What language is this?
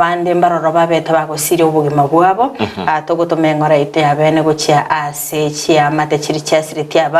Gusii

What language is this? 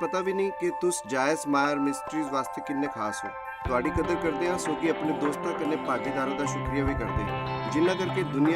Dogri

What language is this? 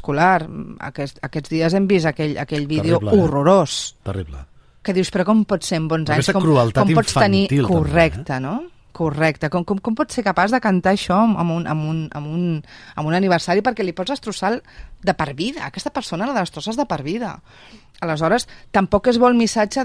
Catalan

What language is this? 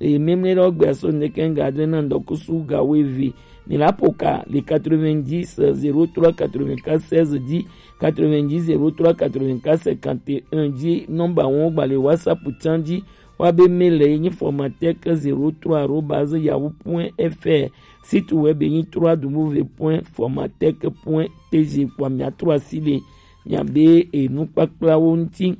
Gen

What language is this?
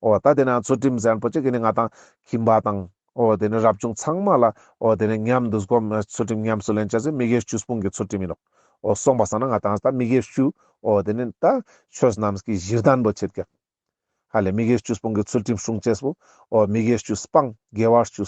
Ladakhi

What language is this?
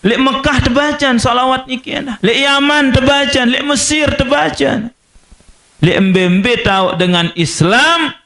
Sasak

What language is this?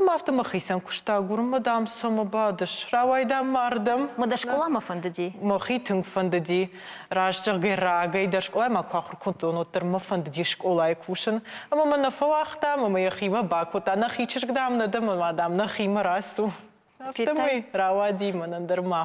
Ossetic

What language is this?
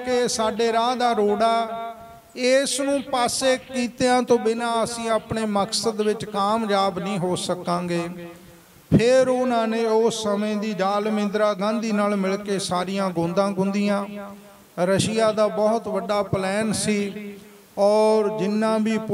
Punjabi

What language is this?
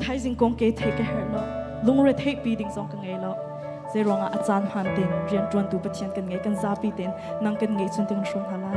Hakha Chin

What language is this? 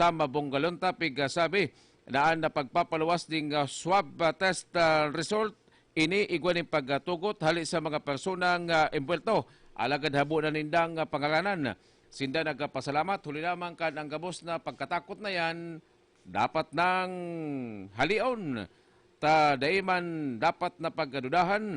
Bikol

